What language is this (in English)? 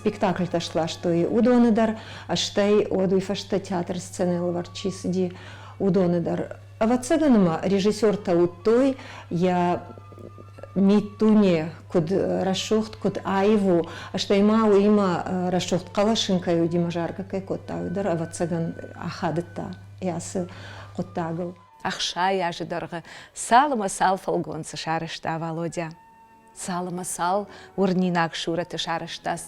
Ossetic